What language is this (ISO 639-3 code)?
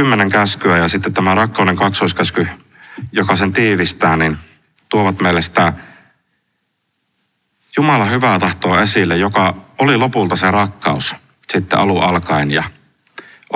fin